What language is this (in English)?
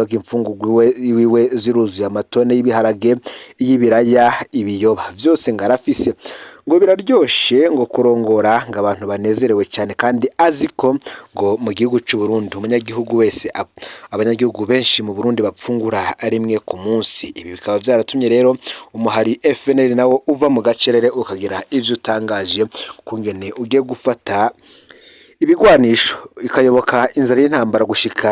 Rundi